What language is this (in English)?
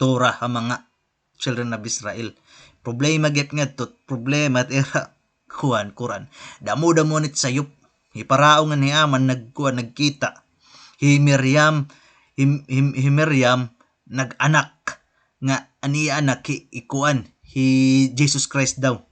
Waray